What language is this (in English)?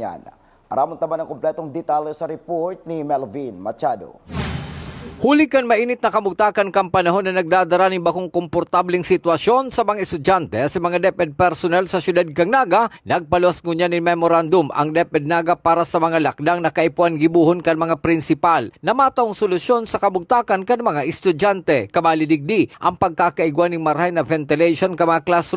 Bikol